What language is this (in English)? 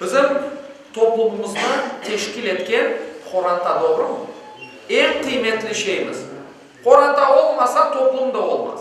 Crimean Tatar